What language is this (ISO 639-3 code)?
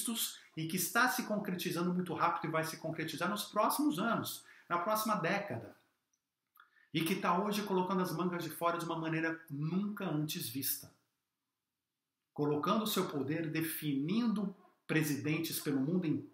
por